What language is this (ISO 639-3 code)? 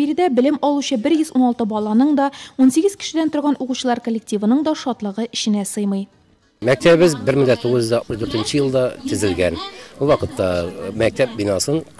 tat